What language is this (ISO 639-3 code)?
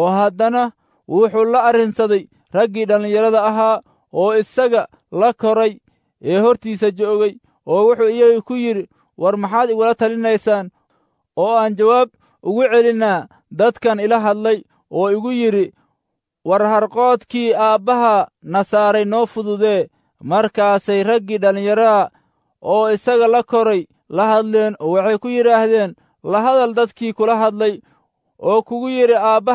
som